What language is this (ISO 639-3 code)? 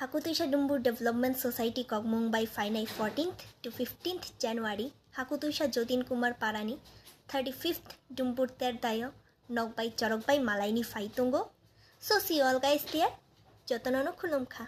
trp